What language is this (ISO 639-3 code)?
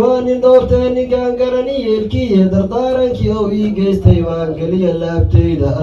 som